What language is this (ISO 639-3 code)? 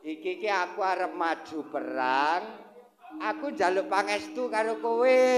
jav